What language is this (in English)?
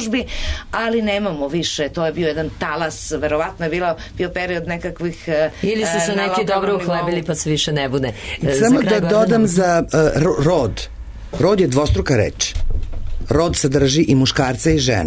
Serbian